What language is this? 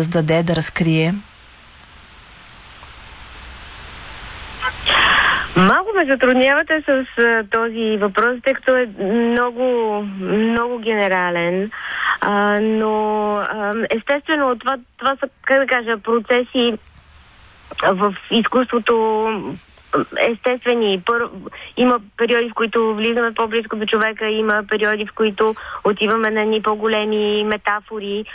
Bulgarian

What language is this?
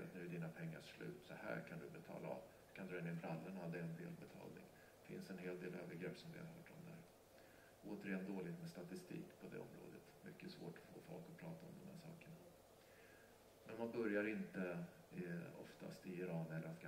Swedish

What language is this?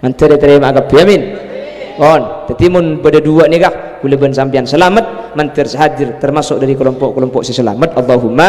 Madurese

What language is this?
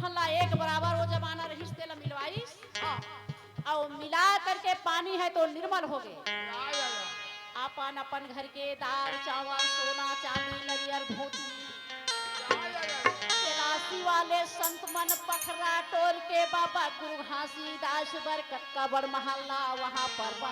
Chhattisgarhi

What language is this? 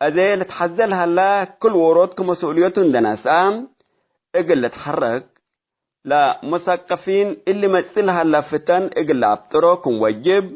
Tigre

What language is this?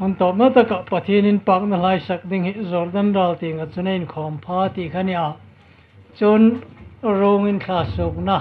Hmar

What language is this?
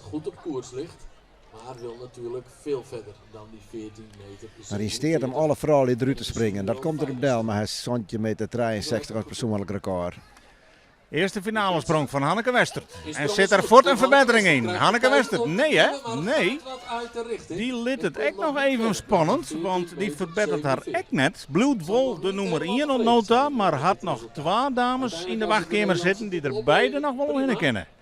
Western Frisian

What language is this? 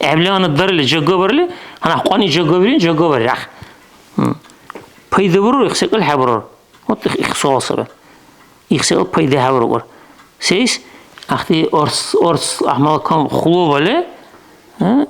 Dargwa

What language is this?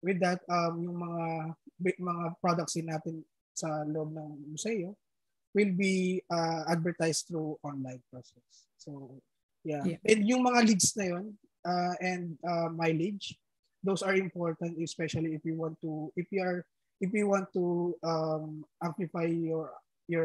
Filipino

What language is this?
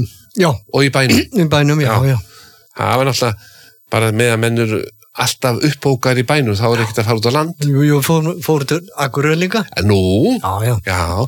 Icelandic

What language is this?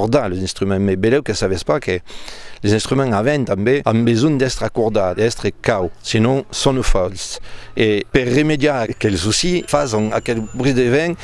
Occitan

